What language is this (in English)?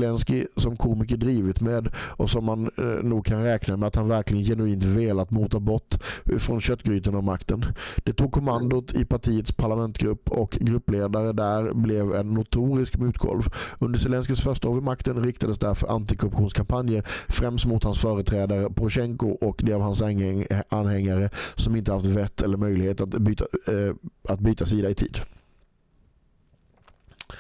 Swedish